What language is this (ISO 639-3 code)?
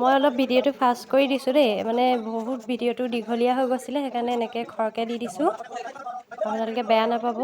asm